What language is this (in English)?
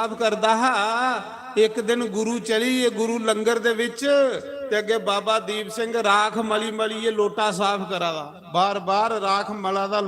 Dogri